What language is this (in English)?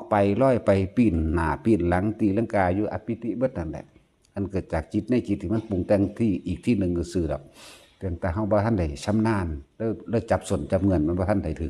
Northeastern Thai